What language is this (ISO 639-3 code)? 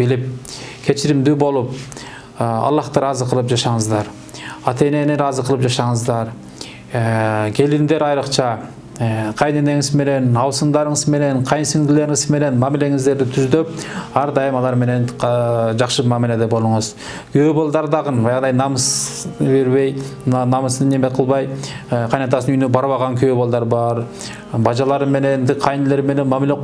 kir